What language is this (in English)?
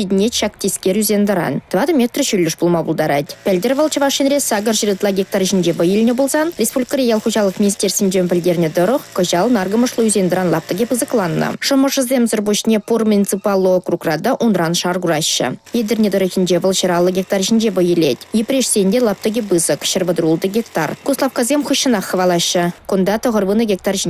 Chuvash